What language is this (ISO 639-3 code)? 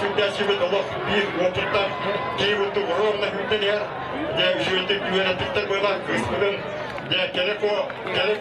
sah